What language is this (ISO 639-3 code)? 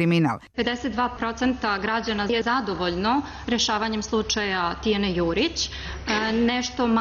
srp